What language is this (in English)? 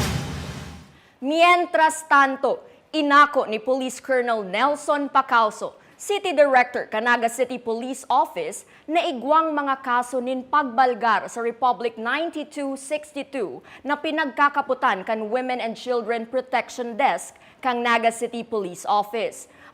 Bikol